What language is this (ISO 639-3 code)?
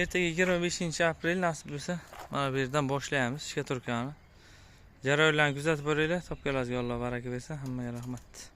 uzb